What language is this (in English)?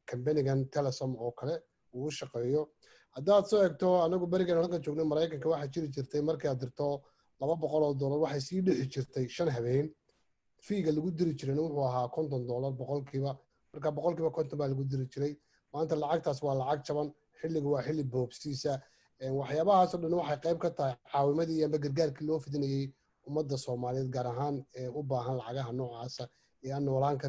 Somali